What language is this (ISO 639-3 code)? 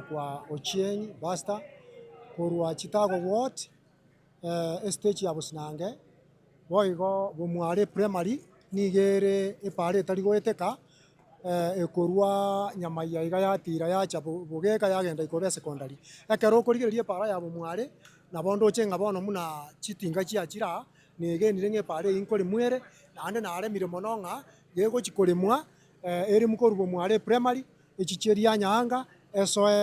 guz